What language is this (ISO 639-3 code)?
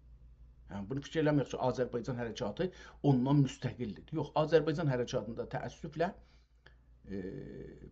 azb